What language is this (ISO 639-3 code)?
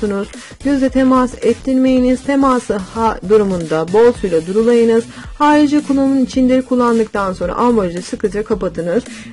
tur